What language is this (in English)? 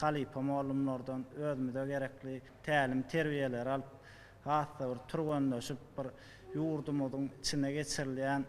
Turkmen